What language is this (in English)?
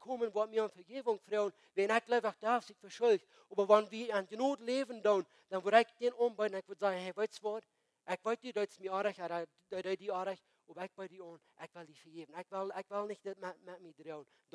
Plautdietsch